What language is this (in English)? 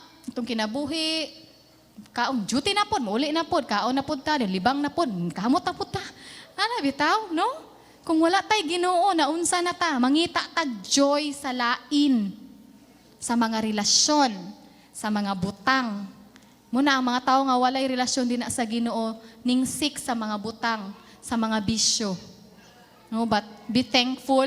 Cebuano